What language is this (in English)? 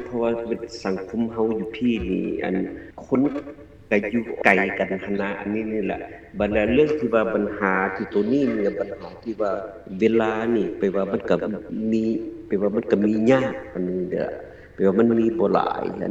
Lao